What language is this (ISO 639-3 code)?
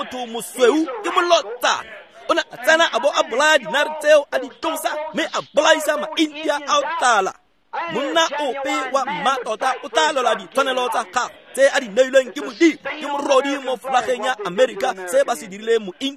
tsn